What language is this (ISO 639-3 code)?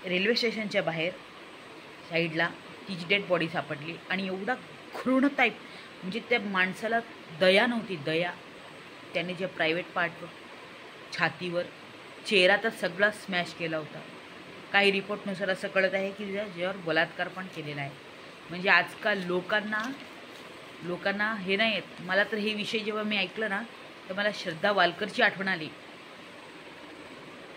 mar